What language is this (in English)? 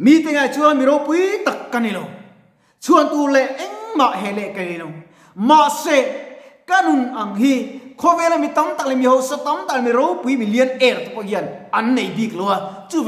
Mizo